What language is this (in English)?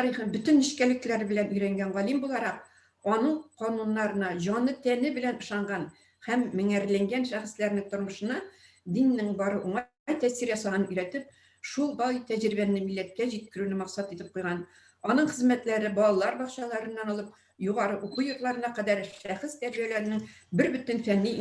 Tatar